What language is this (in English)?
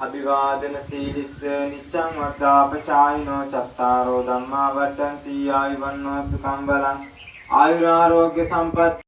Sinhala